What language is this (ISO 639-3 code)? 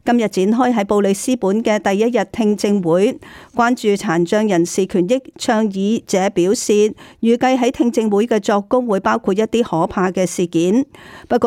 yue